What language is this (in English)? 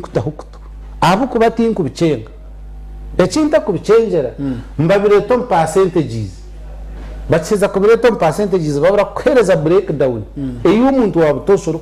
Nyankole